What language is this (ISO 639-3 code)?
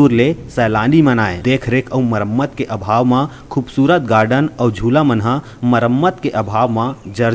hne